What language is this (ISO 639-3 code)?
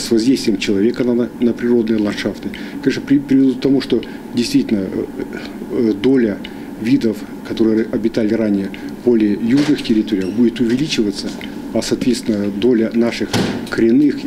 rus